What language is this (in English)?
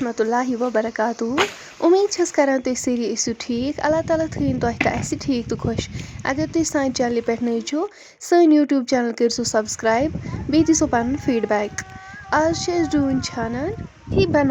Kashmiri